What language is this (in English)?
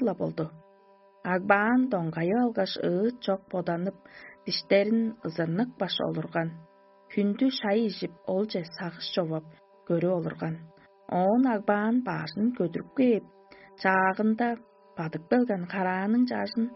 Tuvinian